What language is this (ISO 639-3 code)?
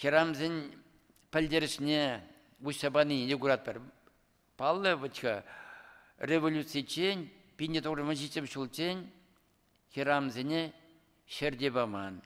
chv